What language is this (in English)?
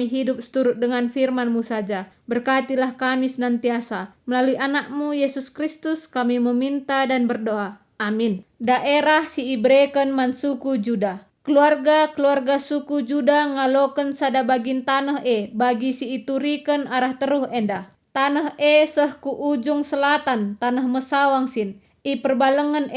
Batak Karo